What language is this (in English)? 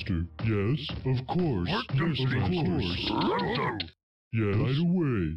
English